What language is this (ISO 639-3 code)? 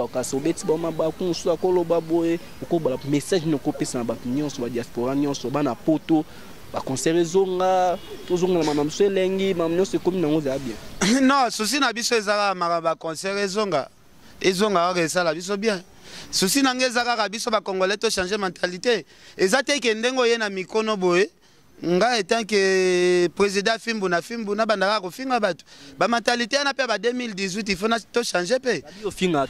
lin